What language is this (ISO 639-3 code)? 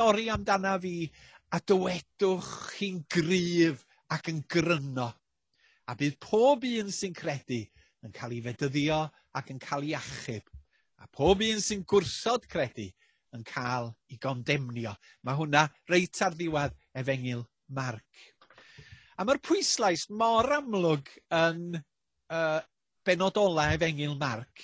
cym